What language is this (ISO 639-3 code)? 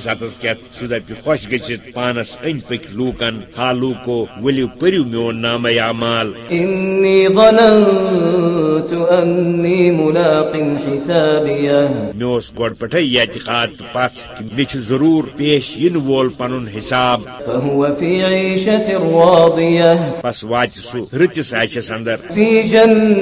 kas